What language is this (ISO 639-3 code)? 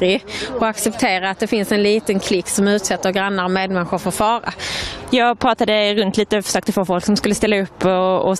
swe